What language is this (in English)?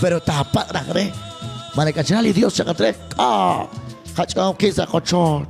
Kekchí